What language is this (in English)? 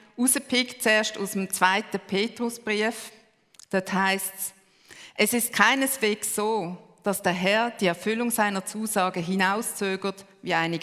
Swiss German